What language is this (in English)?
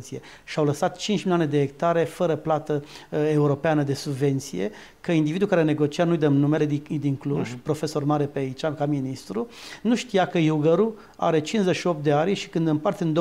Romanian